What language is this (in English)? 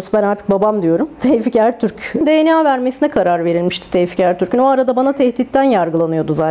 Turkish